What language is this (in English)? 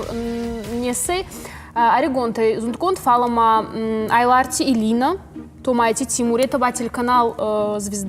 Ossetic